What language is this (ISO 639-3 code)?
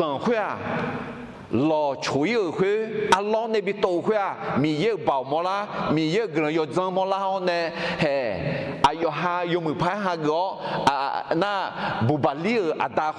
ahk